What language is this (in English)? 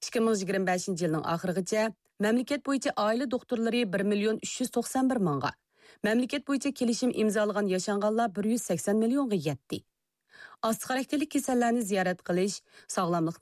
Uyghur